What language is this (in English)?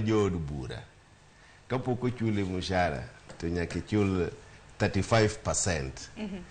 Luo (Kenya and Tanzania)